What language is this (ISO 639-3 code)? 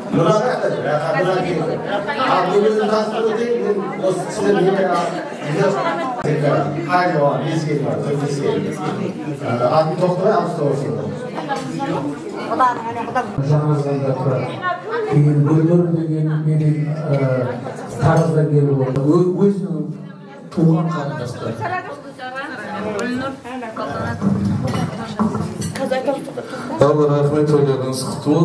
kaz